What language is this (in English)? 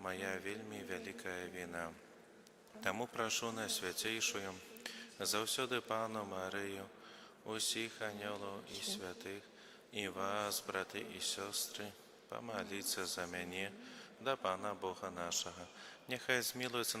Belarusian